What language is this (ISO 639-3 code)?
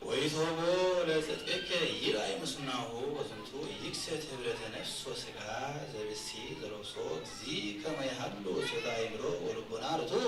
gez